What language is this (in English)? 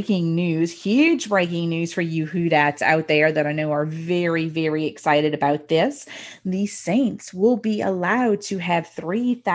English